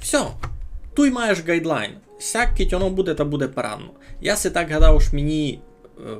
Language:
Rusyn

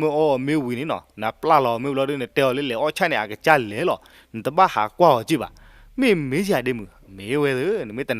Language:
S'gaw Karen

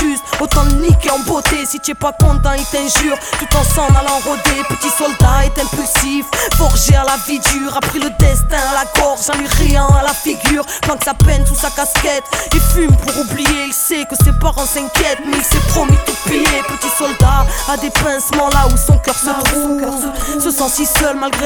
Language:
French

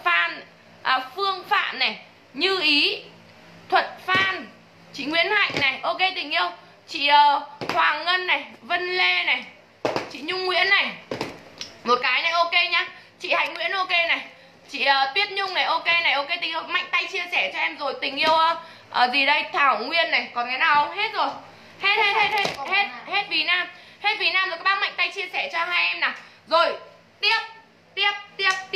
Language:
Vietnamese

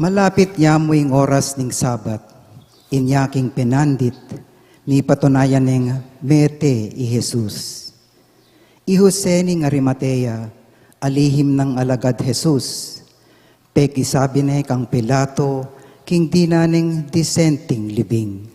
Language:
Pampanga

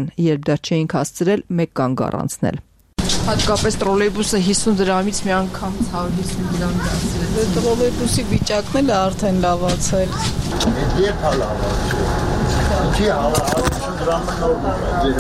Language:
Armenian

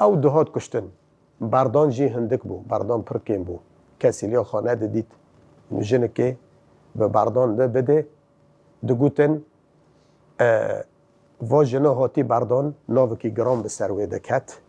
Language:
Kurdish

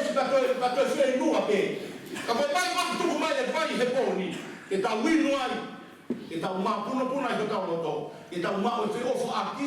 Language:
Tongan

